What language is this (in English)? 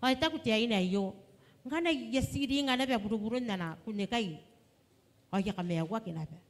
Gilbertese